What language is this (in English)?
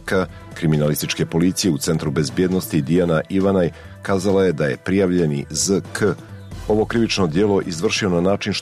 Serbian